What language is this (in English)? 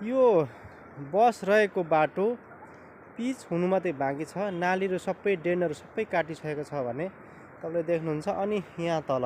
Nepali